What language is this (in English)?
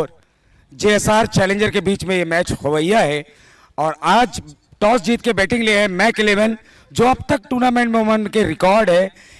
Chhattisgarhi